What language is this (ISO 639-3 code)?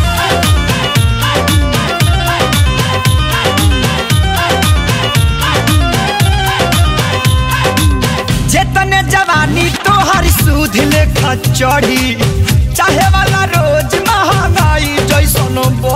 bho